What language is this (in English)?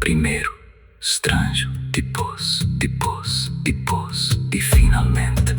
Kabuverdianu